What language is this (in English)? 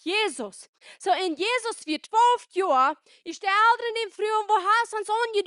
Plautdietsch